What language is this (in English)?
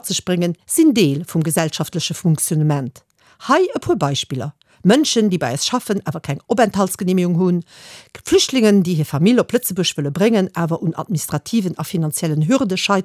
Luxembourgish